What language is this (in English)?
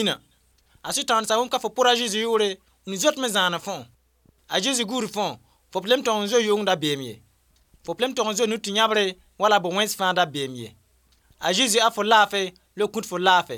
Mossi